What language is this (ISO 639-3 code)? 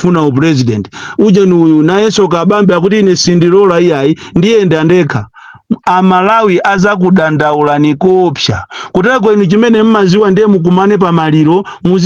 nya